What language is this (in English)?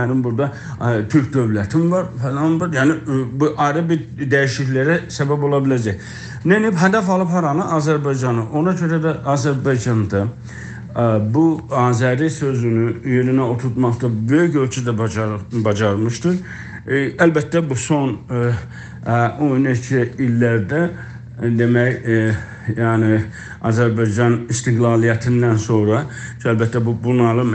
South Azerbaijani